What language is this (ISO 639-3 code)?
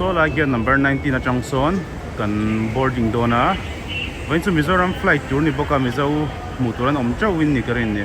lus